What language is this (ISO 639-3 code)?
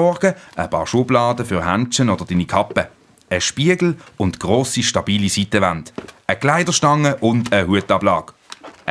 gsw